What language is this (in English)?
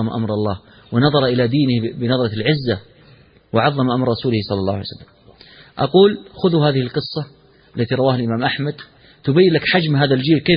Arabic